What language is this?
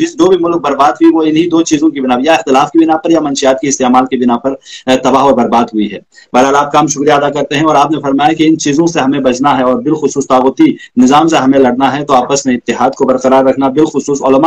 Urdu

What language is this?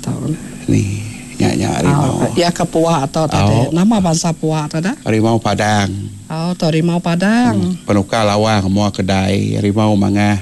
Iban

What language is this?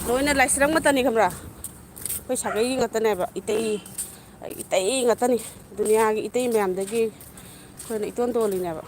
Manipuri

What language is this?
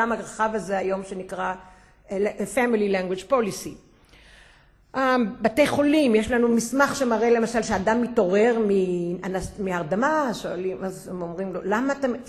Hebrew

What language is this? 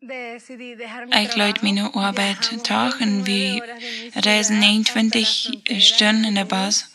Plautdietsch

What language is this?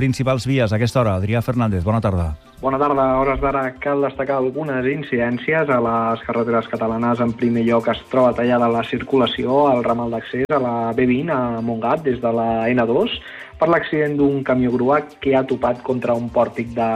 Catalan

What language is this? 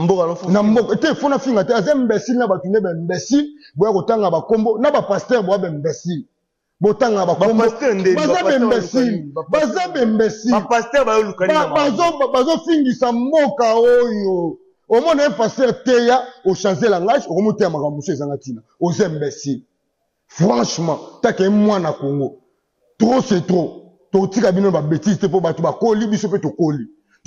Lingala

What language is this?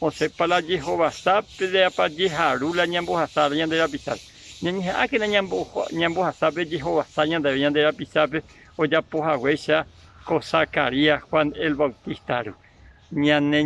Guarani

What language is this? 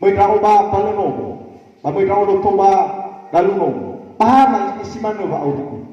Nias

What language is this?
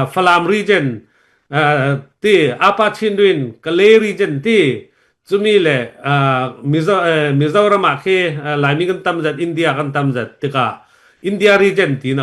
Falam Chin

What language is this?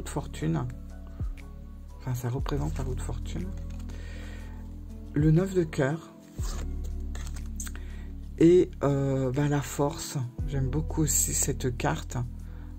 French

